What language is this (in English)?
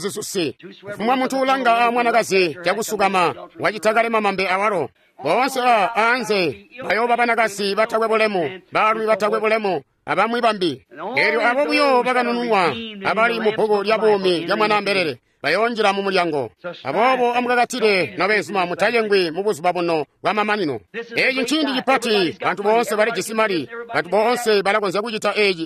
Tonga (Zambia)